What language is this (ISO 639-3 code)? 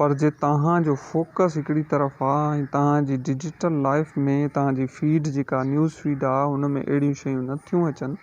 snd